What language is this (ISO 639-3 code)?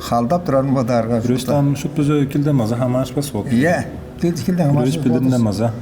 tyv